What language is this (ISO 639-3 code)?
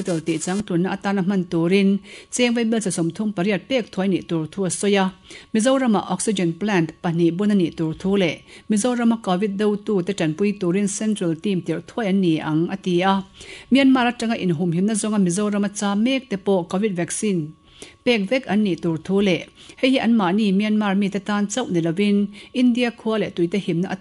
lus